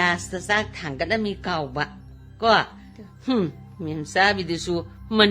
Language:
Manipuri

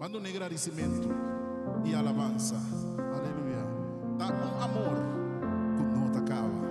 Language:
Papiamento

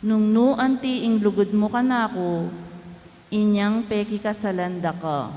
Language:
Pampanga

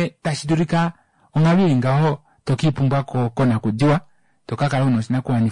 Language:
Kuanyama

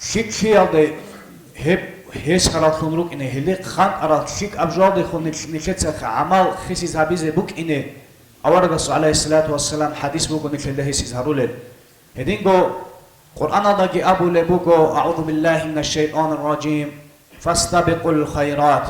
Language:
Avaric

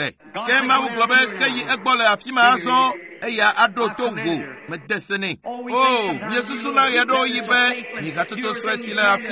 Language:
Ewe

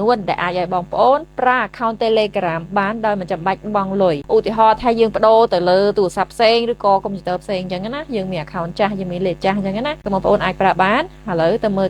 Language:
Khmer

